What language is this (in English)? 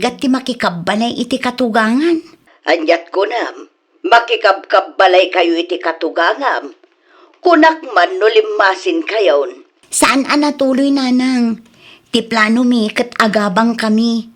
Iloko